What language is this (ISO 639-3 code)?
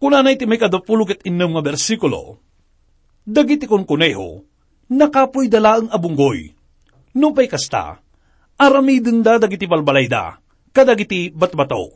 ilo